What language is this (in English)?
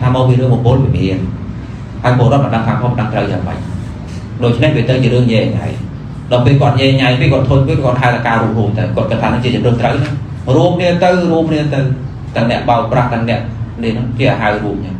Khmer